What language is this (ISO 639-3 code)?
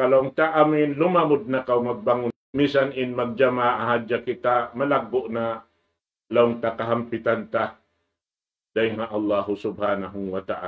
tsg